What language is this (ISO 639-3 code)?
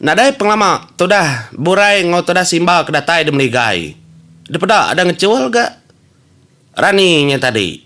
iba